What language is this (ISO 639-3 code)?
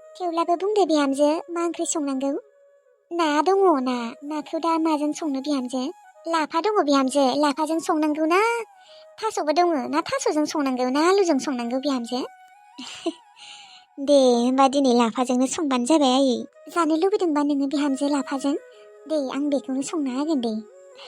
brx